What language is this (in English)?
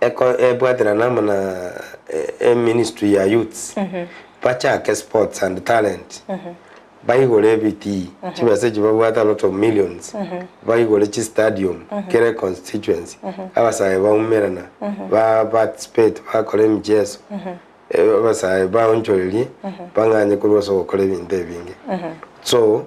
Gusii